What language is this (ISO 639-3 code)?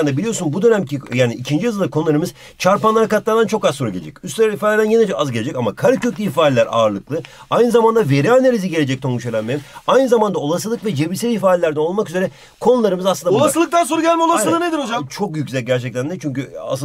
tur